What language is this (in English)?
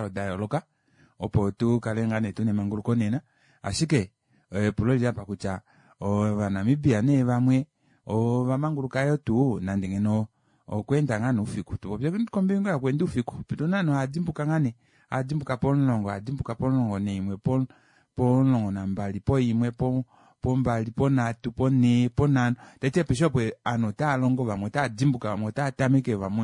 Kuanyama